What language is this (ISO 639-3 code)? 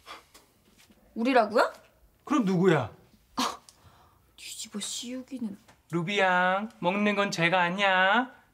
kor